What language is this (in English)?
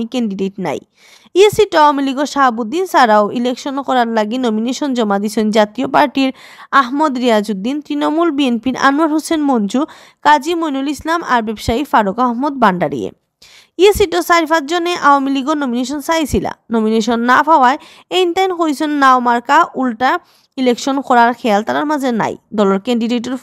Sylheti